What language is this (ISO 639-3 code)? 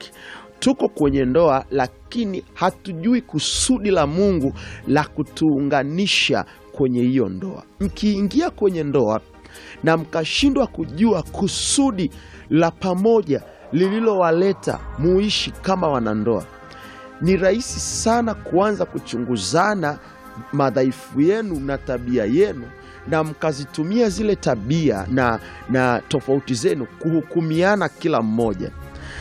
swa